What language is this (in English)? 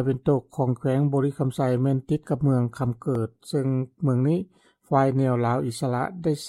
Lao